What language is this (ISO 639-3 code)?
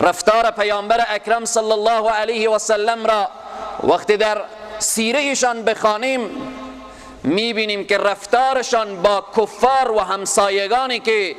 fas